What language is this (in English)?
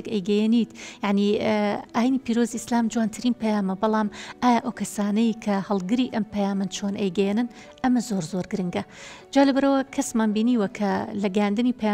Central Kurdish